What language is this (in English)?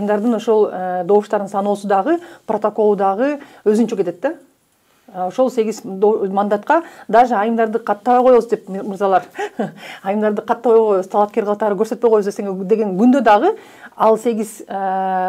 Kyrgyz